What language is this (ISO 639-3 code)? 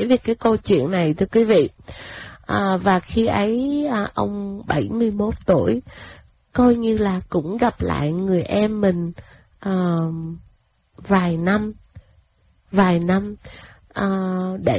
vie